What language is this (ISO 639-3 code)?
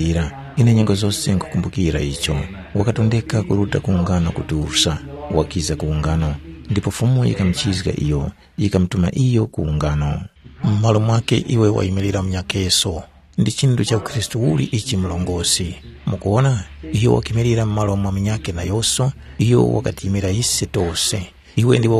tum